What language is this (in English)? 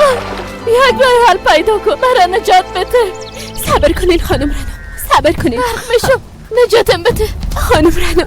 Persian